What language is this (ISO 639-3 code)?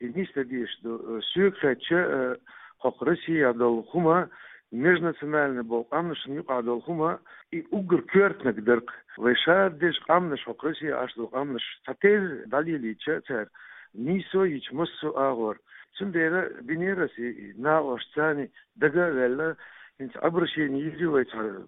che